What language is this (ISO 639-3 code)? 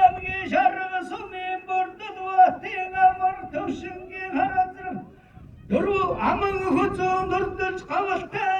mon